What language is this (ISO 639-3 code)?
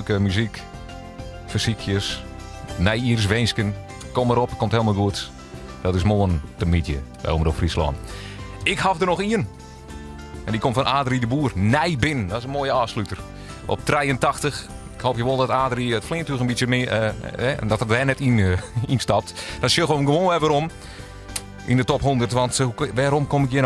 fry